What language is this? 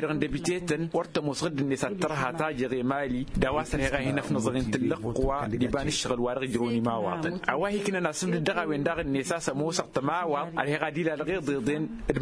Tamasheq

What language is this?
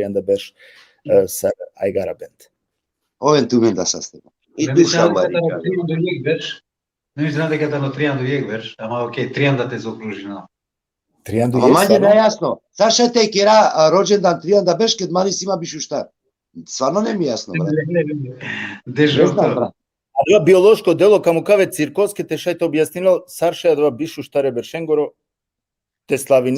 Balkan Romani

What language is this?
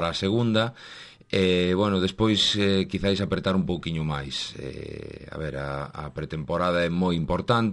Galician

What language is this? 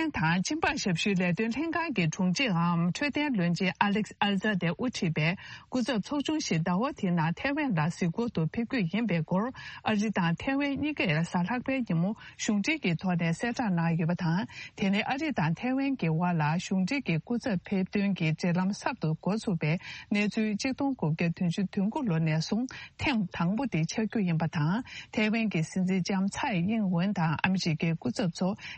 Tibetan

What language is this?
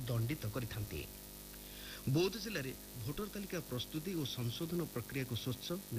Odia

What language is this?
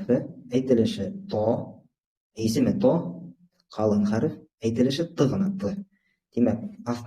Bashkir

